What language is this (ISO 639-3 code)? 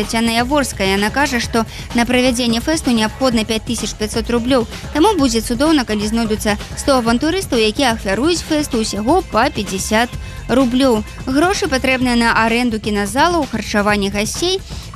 bel